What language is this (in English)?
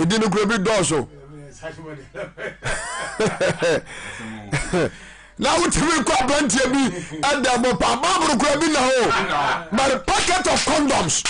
Akan